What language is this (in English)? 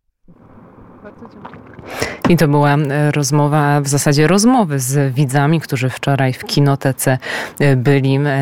Polish